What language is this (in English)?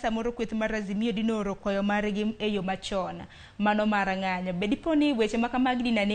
Luo (Kenya and Tanzania)